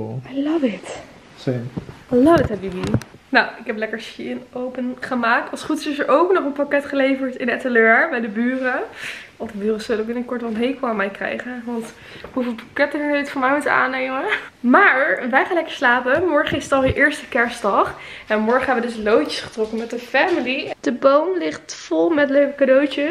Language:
Dutch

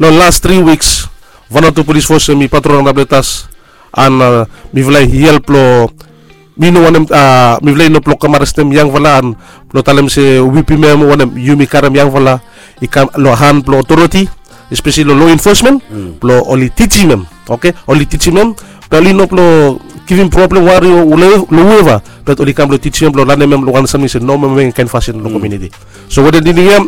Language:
Bislama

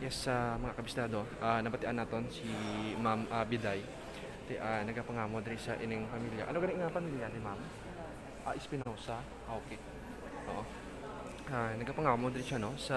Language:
Hiligaynon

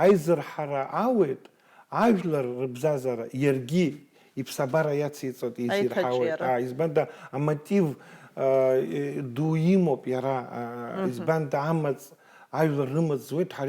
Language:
Abkhazian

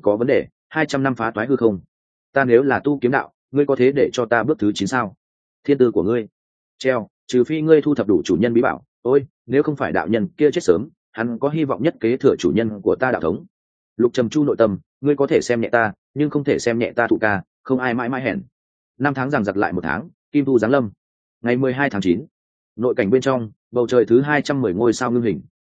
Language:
Vietnamese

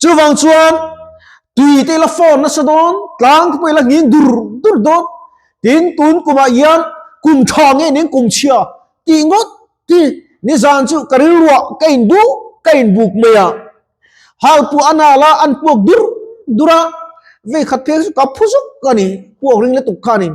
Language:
Mizo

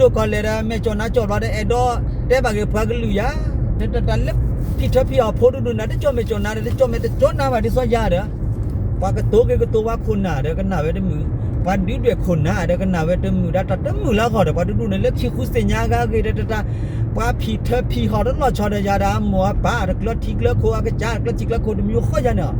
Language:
S'gaw Karen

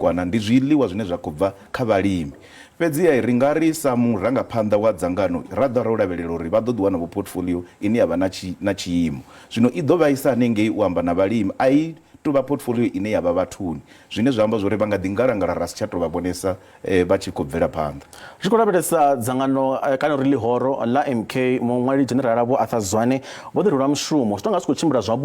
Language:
Venda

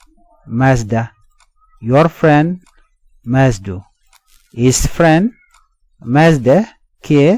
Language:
Nuer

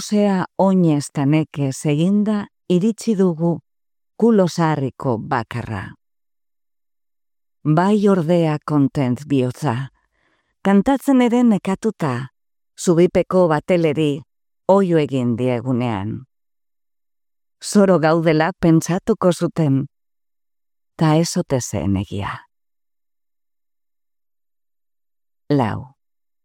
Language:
Basque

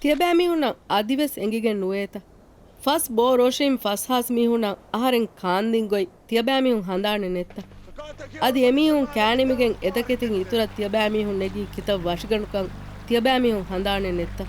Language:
Divehi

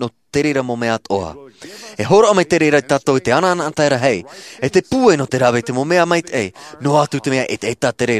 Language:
Tahitian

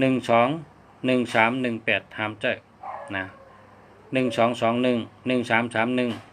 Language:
Shan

